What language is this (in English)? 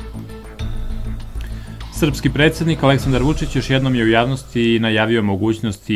Serbian